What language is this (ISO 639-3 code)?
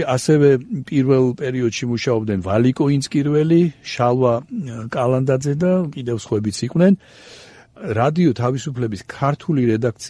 kat